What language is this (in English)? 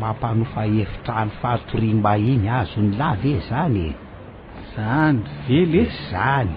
Malagasy